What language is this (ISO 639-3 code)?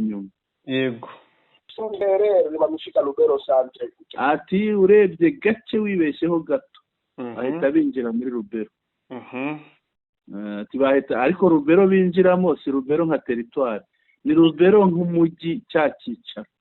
kin